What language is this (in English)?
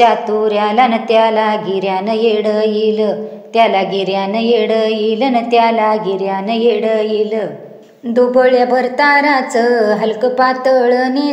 Marathi